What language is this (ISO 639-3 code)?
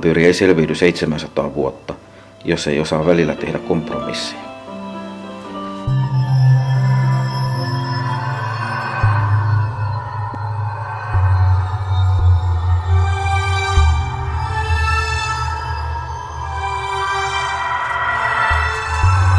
fin